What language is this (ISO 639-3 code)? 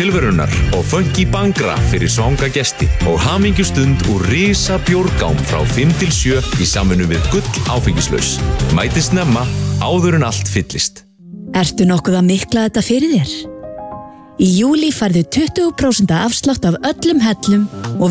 isl